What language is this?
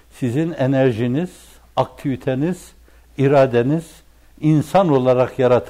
Turkish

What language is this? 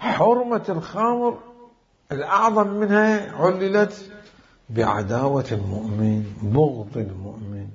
Mesopotamian Arabic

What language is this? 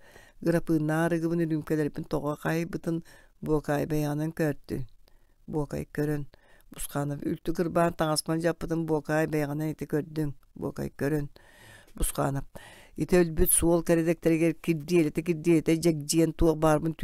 Yakut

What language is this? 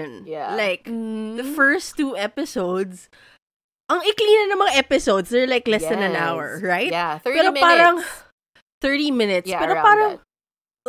Filipino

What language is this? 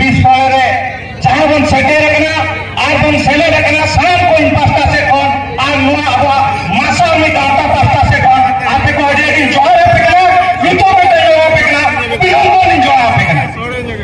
Santali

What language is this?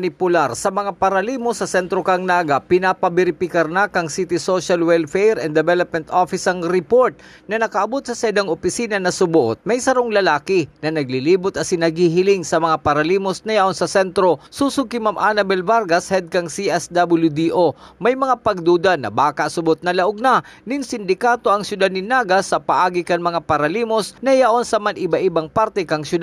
Bikol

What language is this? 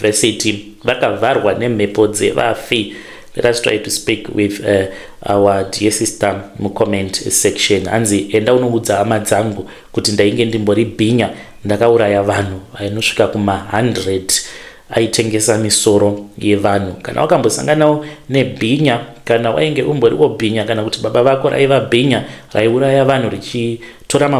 Shona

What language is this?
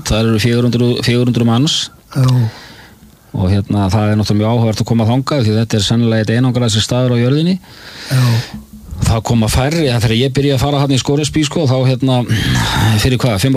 Icelandic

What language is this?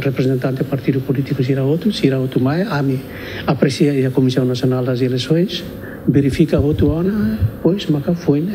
Tetum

